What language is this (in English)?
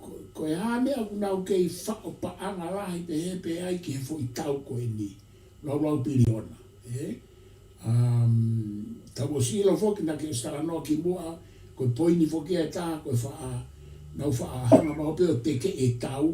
Tongan